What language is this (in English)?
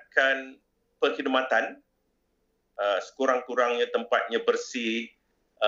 Malay